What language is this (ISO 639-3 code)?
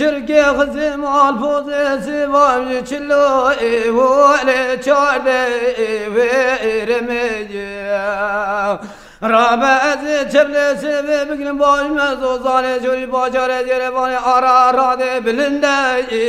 kur